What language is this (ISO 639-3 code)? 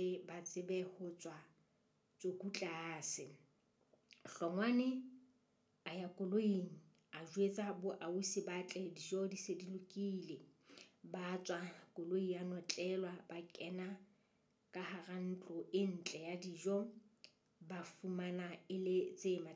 sot